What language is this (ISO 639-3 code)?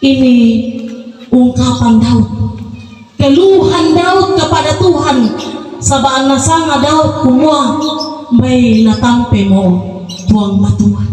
sda